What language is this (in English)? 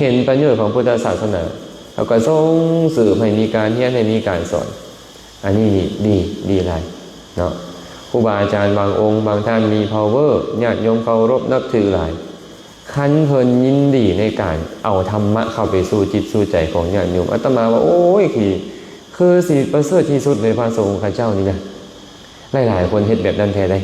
Lao